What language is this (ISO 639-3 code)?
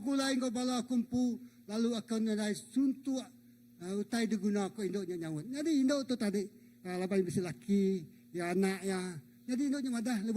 iba